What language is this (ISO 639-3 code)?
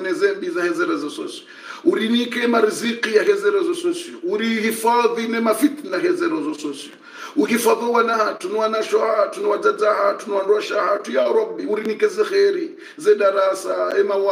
swa